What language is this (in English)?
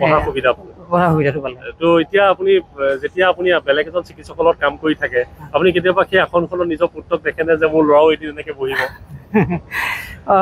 Assamese